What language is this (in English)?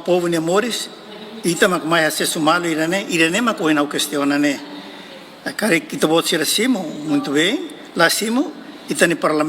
Tetum